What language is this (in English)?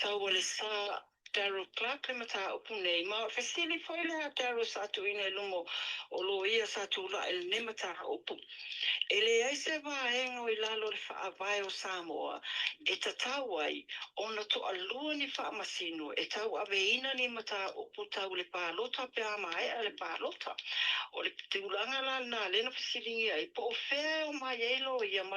Samoan